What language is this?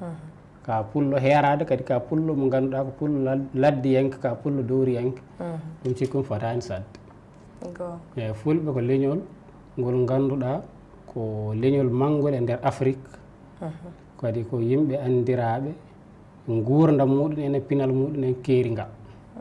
Fula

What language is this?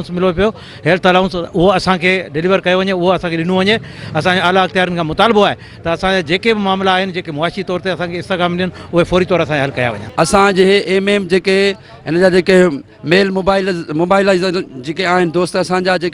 Sindhi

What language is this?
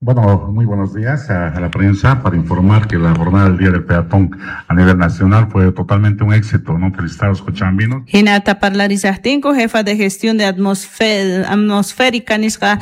South Bolivian Quechua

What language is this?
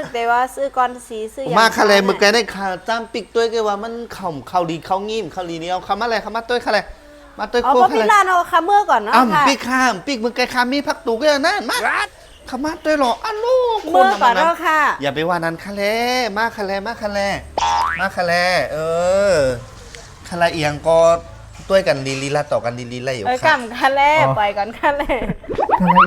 Shan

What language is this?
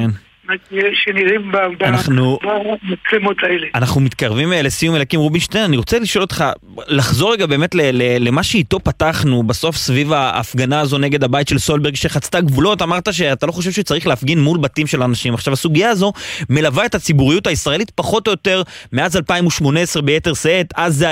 Hebrew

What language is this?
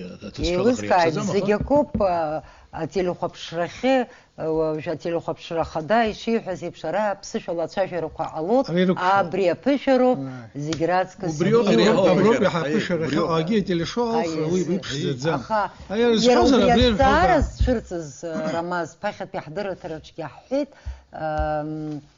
Abkhazian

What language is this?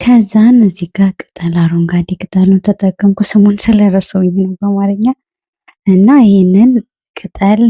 Amharic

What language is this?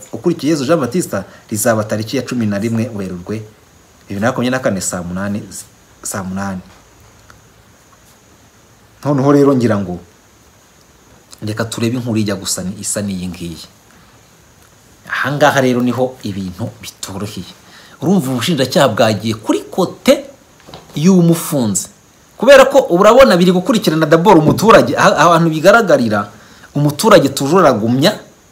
Kinyarwanda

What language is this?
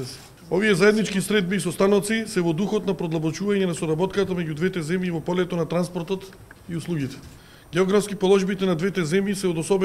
Macedonian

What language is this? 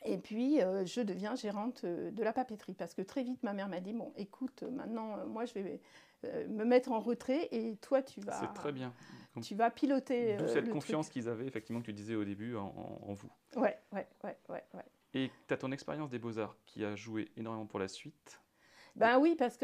French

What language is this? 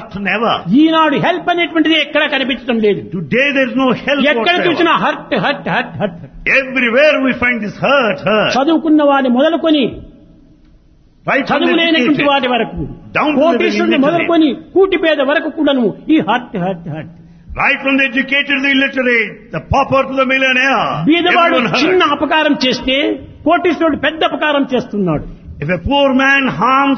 Telugu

